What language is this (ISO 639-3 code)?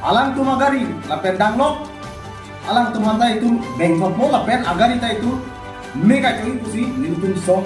mjw